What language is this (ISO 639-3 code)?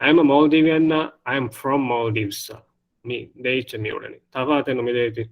div